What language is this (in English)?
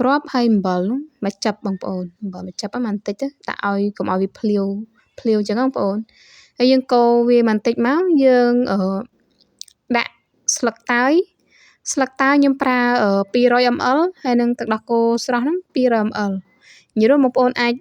Khmer